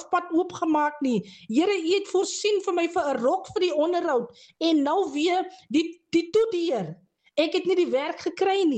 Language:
Afrikaans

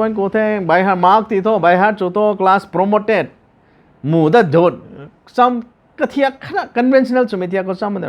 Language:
Rongmei Naga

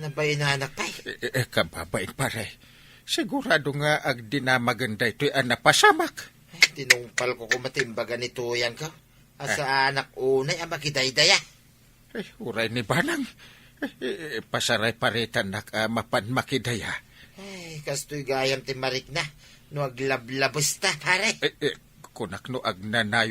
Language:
Iloko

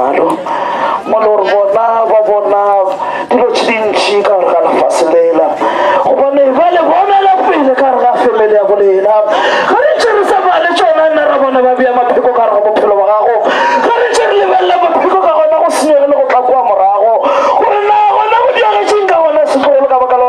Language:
Northern Sotho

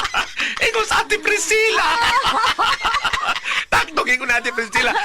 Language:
Cebuano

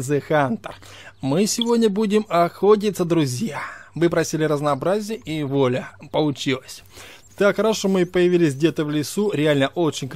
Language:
Russian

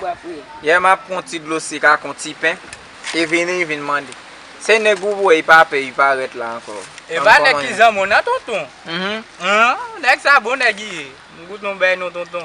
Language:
Haitian Creole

